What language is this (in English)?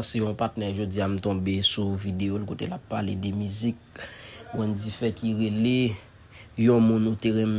Haitian Creole